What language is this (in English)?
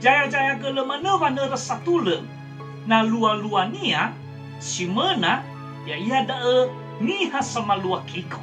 Nias